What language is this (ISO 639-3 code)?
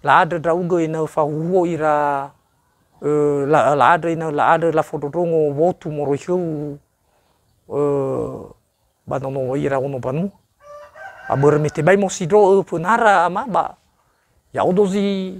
nia